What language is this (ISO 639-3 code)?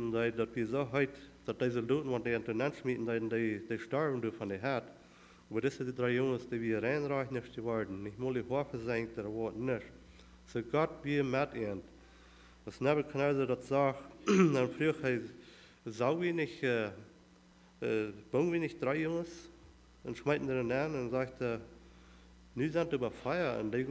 pdt